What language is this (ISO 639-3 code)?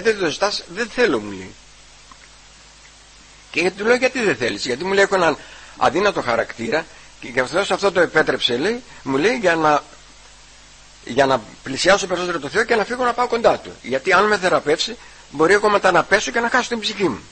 ell